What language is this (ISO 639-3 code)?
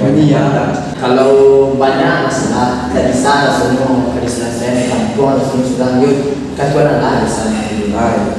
min